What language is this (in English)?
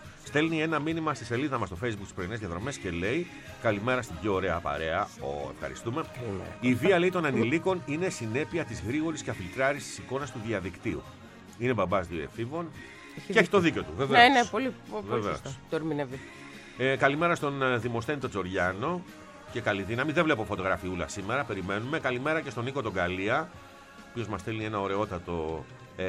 Greek